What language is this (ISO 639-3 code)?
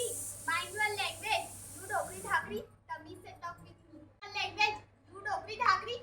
hne